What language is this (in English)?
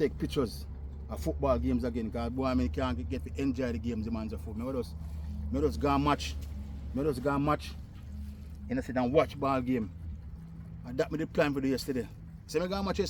Jamaican Creole English